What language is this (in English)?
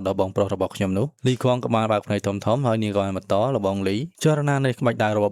Khmer